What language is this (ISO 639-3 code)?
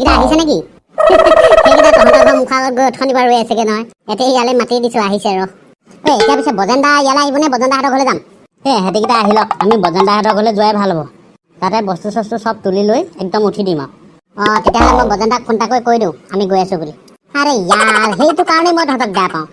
asm